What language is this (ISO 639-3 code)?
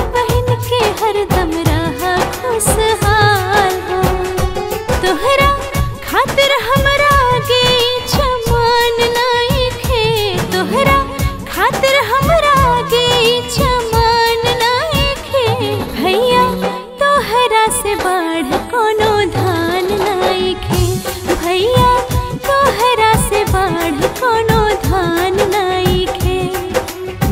bho